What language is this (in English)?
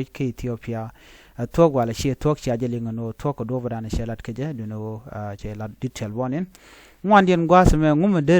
Nuer